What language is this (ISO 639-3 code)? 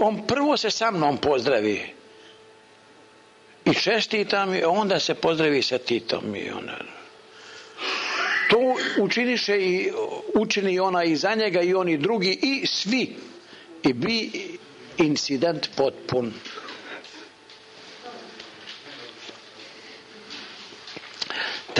hrv